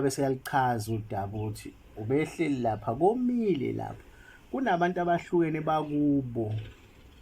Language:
Zulu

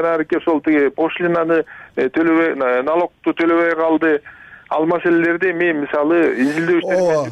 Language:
Kyrgyz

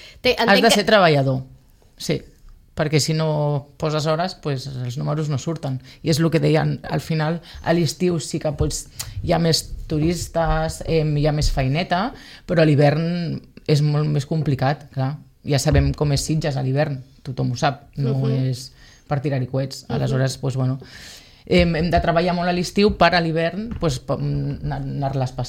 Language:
Catalan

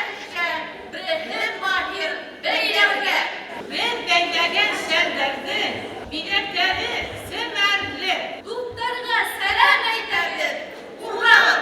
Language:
Bashkir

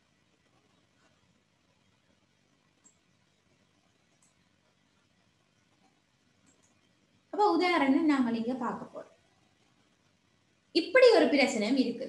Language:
Tamil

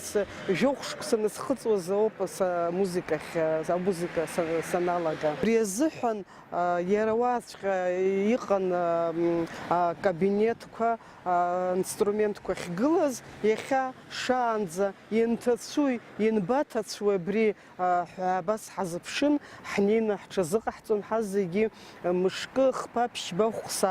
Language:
Abkhazian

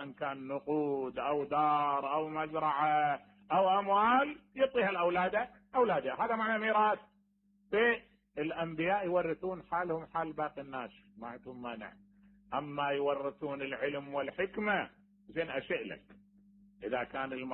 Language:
Mesopotamian Arabic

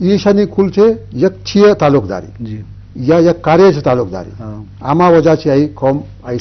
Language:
Eastern Balochi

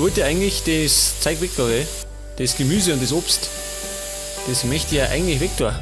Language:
Bavarian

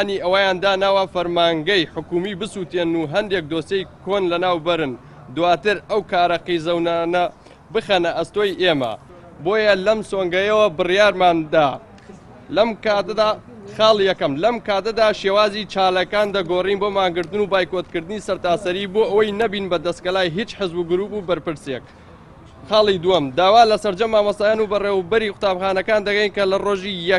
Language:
Central Kurdish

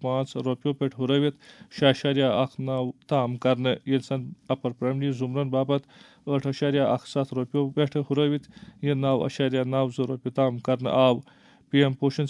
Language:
Kashmiri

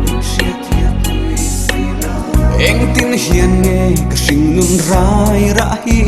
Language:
Mizo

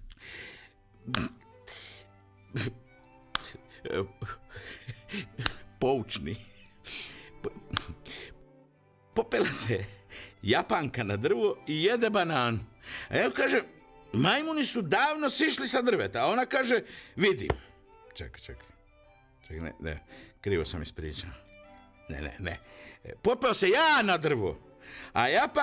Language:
Croatian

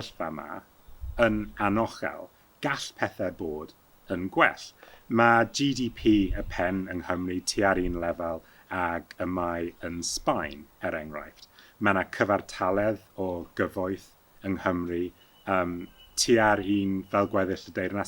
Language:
Welsh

